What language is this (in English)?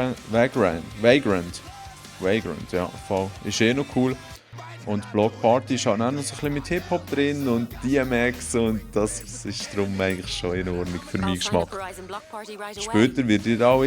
Swiss German